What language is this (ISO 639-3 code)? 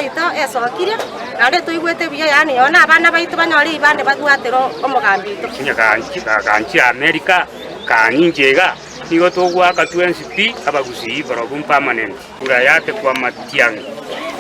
guz